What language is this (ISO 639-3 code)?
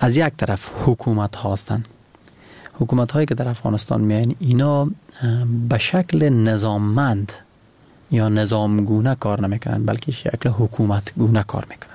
fas